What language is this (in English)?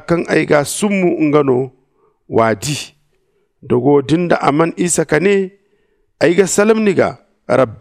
Zarma